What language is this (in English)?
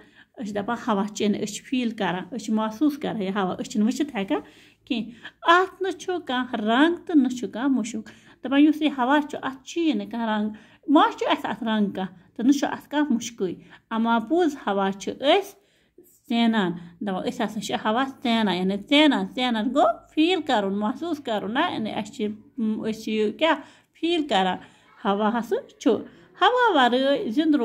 Kashmiri